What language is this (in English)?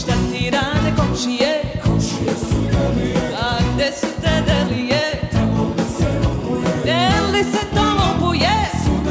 Serbian